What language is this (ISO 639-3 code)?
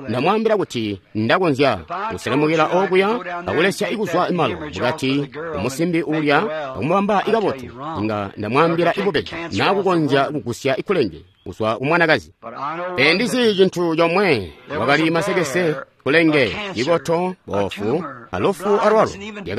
toi